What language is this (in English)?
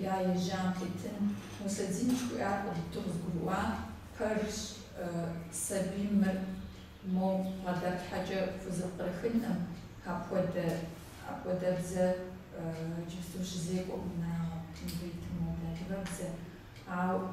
Kabardian